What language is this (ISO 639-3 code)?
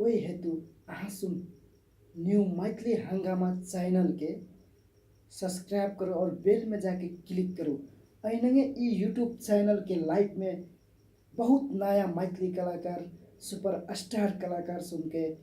mai